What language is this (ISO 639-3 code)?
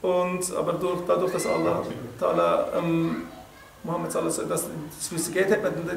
gsw